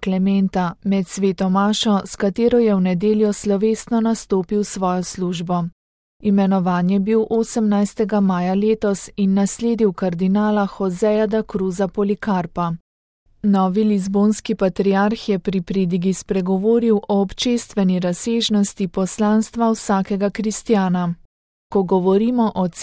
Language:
Slovenian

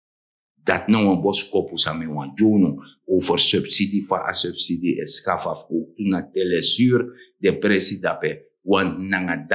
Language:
Sranan Tongo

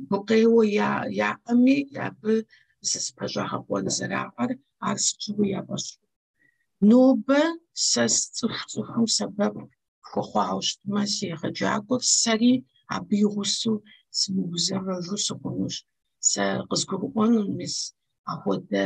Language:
Kabardian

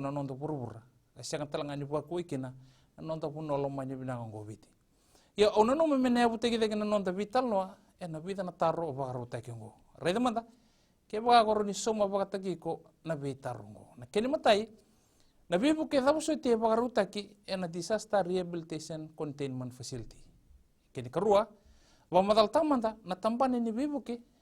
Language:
Fijian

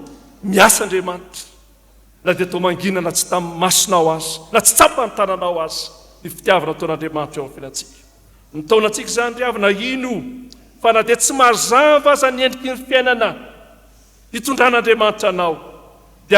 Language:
Malagasy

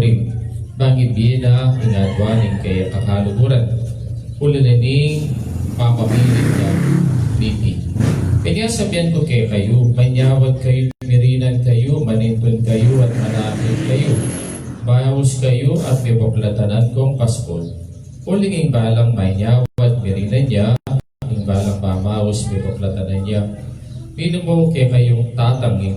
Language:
Pampanga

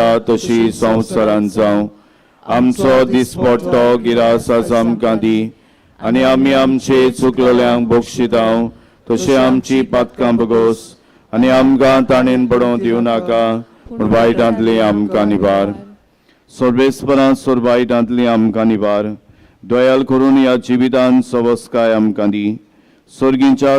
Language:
Konkani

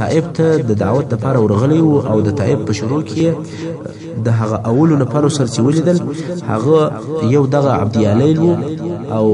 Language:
Pashto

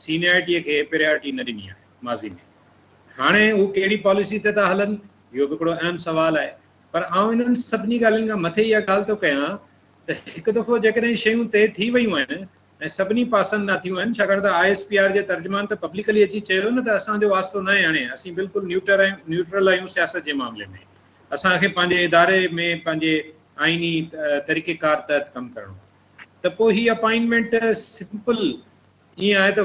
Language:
Sindhi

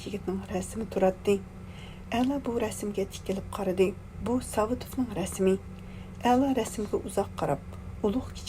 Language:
Uyghur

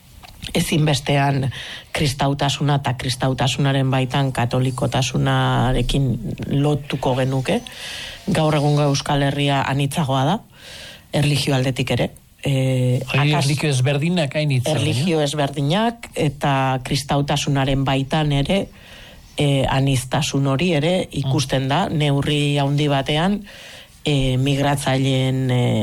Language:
Basque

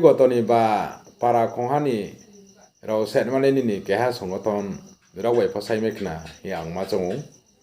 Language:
Riang (India)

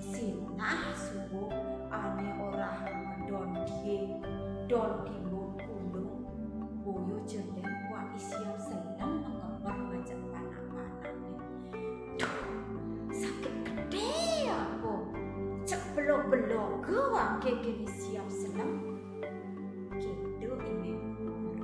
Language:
Balinese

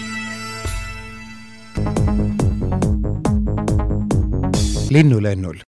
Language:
Estonian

